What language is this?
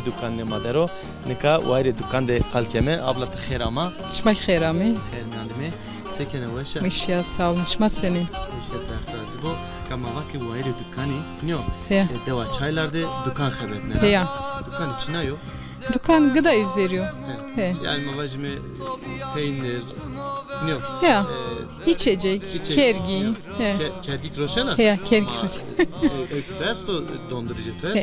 Zaza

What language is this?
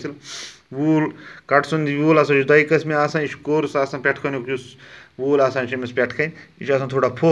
Kashmiri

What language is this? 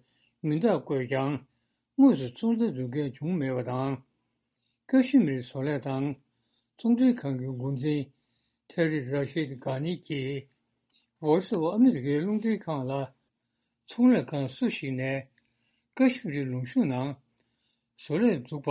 Tibetan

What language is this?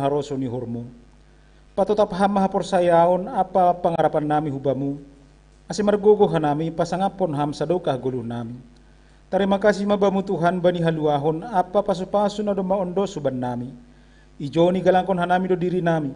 Batak Simalungun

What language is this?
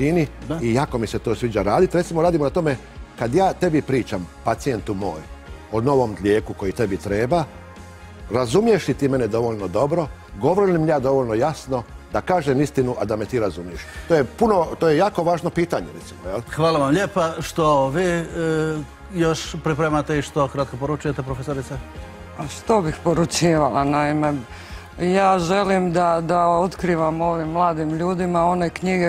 Croatian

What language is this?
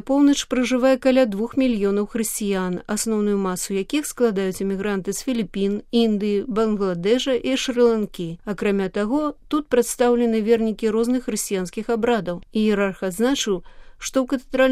Belarusian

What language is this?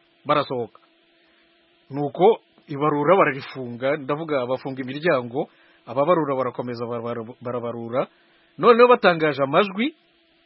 Kinyarwanda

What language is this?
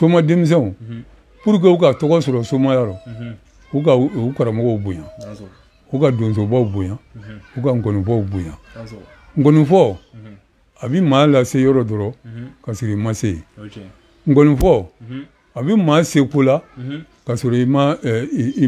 Bambara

